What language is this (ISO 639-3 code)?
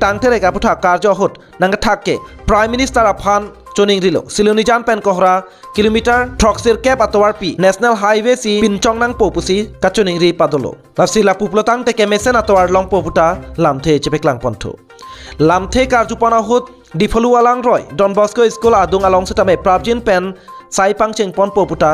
mjw